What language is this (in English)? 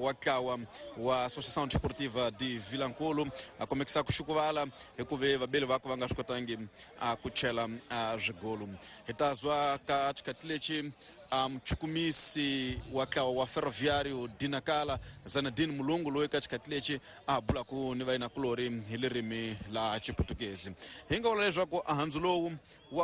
Tsonga